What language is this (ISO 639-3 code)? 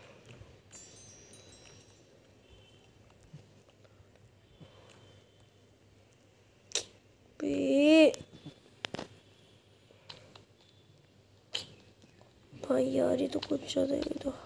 hin